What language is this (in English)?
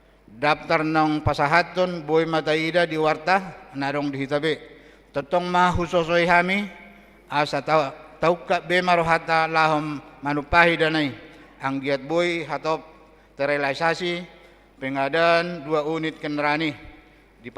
Batak Toba